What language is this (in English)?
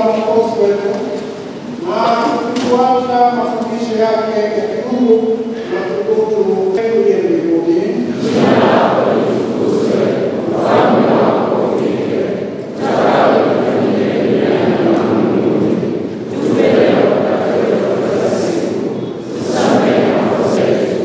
Swahili